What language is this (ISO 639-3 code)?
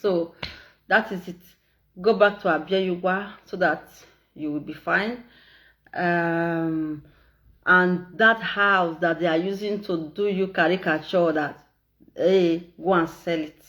pcm